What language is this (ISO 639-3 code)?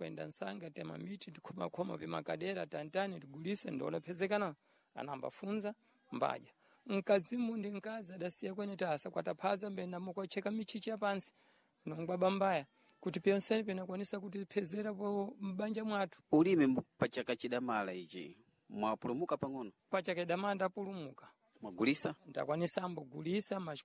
seh